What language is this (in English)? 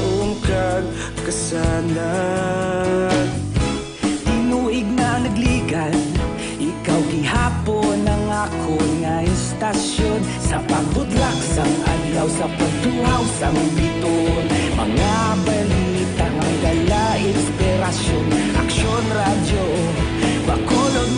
Hiligaynon